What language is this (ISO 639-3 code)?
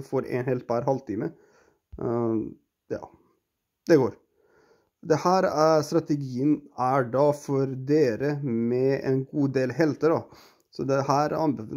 nor